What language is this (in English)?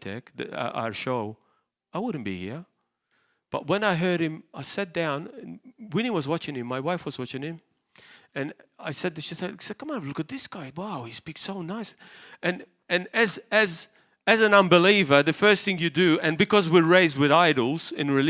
English